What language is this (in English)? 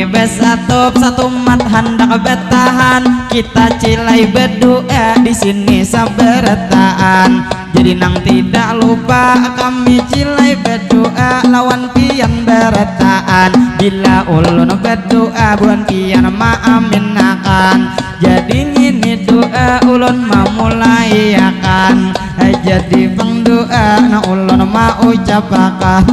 Banjar